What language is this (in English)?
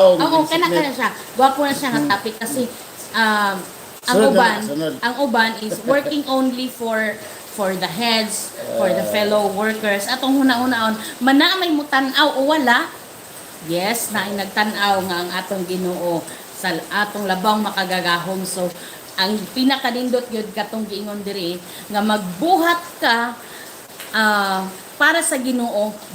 Cebuano